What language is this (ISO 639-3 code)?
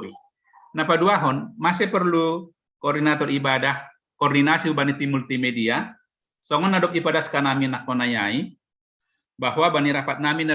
bts